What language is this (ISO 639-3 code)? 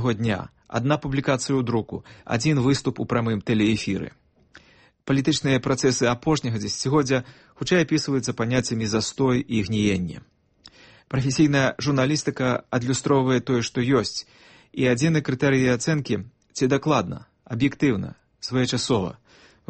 bel